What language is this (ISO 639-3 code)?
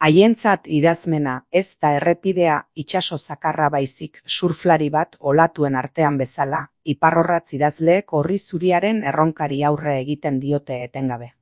eus